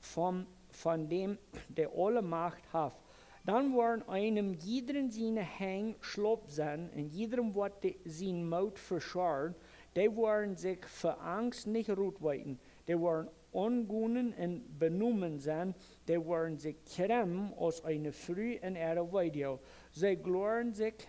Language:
Plautdietsch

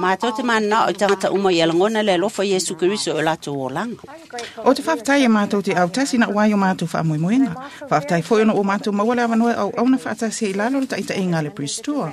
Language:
Samoan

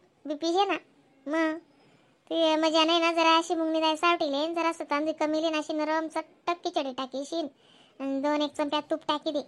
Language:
Khandesi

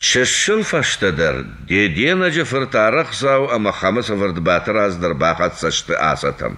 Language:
Ossetic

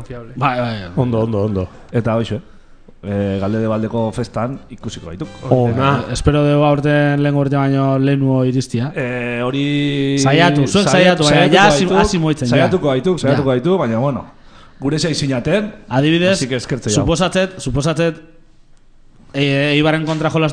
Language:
Basque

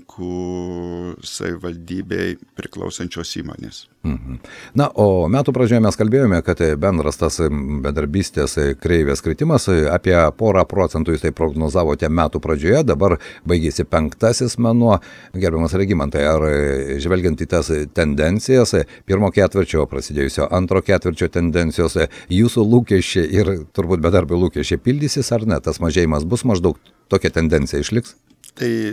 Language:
Lithuanian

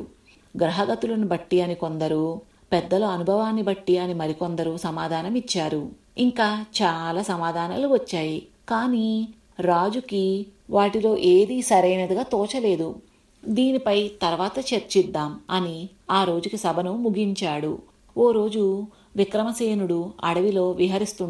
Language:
Telugu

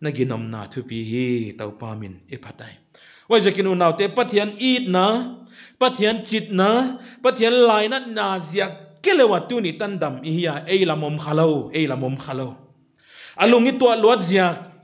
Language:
Paite Chin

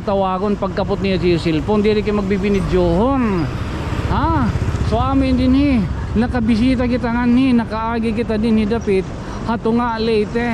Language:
Waray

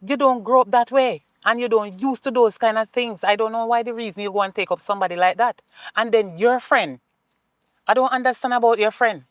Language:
Jamaican Creole English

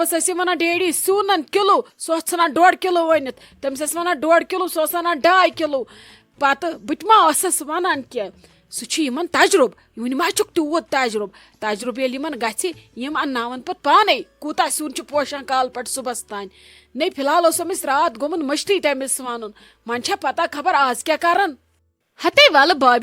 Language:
Kashmiri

